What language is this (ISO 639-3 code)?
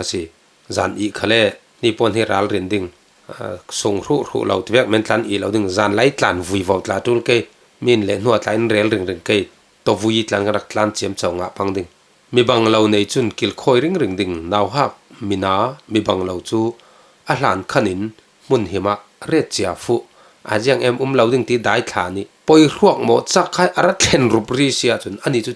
cfm